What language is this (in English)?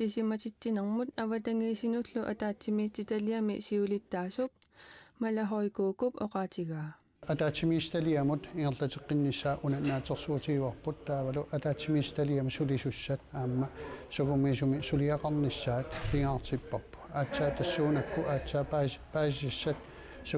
Kalaallisut